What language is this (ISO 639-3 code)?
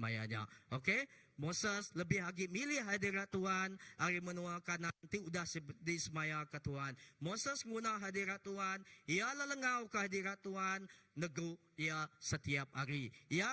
iba